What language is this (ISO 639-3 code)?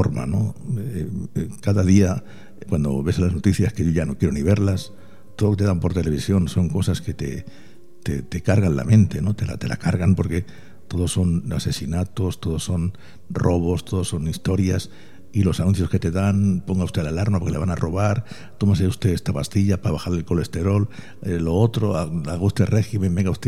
spa